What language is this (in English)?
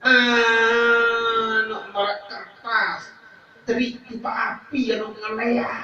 Sasak